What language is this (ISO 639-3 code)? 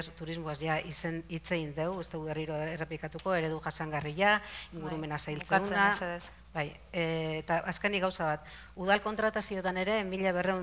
eus